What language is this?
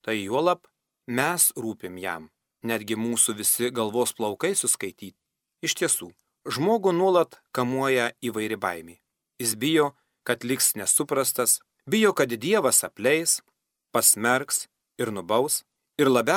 Lithuanian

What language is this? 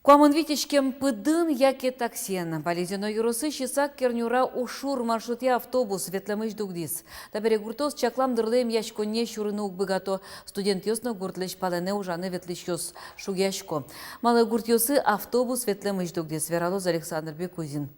Udmurt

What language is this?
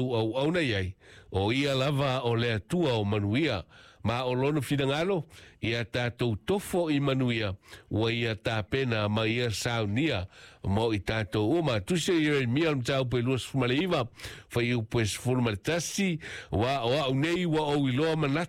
Samoan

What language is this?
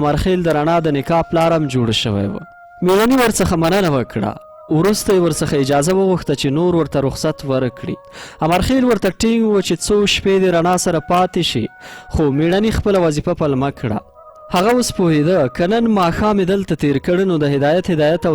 Pashto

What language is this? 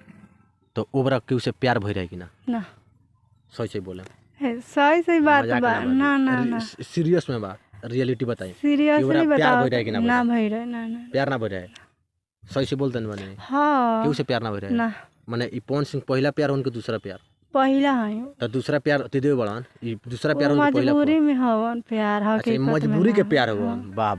Bhojpuri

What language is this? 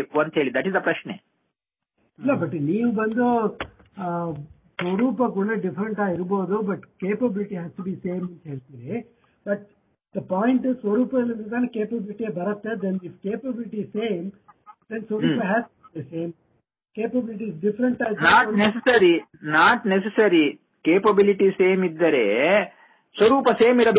Kannada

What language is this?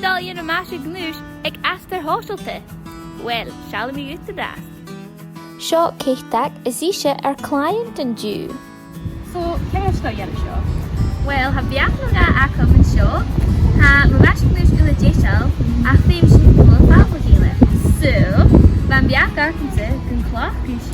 Scottish Gaelic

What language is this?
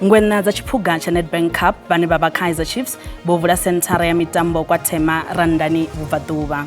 Venda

